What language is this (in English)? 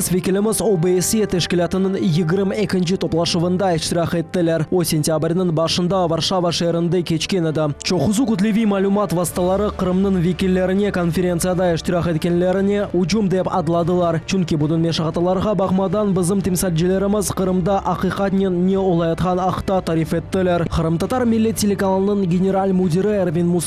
Crimean Tatar